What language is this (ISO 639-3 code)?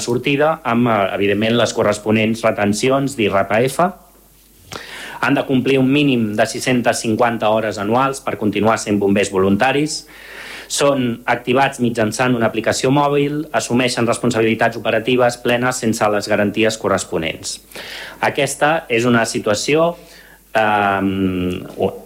cat